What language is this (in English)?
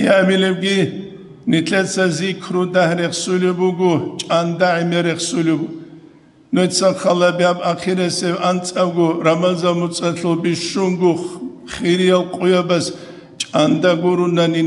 Avaric